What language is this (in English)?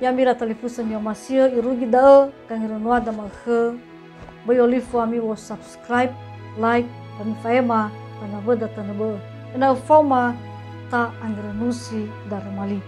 Nias